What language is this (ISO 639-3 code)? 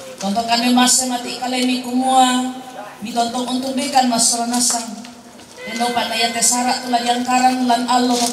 sda